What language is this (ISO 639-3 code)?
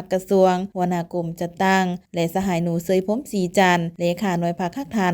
lao